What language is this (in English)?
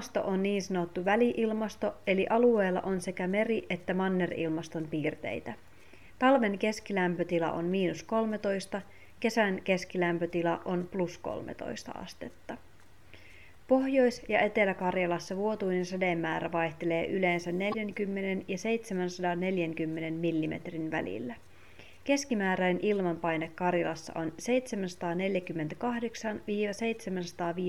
Finnish